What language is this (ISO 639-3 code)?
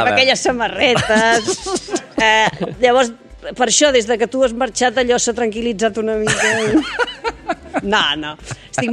cat